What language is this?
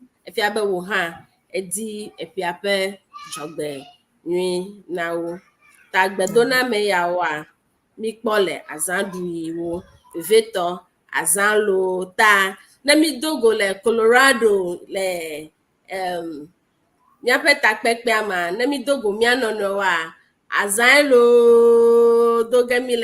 Ewe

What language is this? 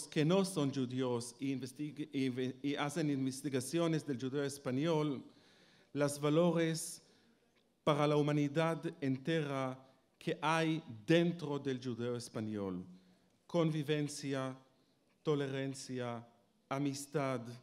Ladino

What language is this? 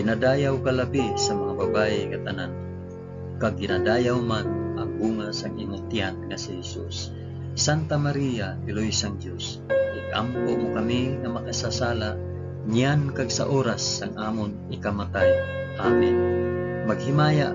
Hiligaynon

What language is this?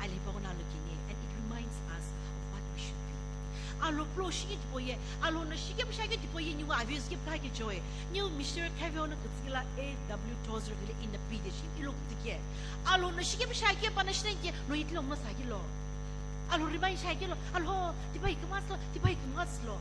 Sumi Naga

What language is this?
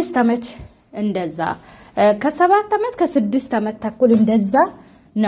Amharic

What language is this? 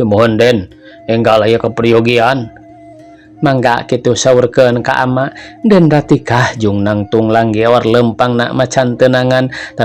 Sundanese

